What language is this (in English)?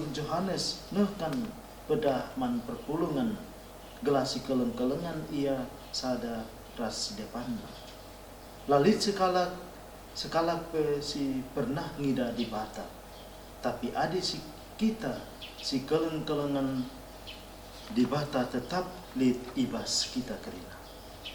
Batak Karo